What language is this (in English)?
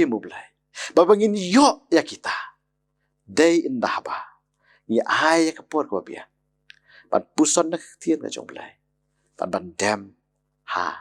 Khasi